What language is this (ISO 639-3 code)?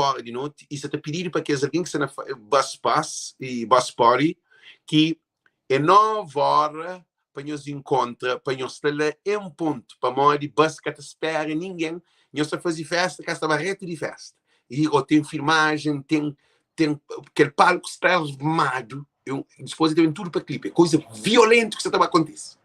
kea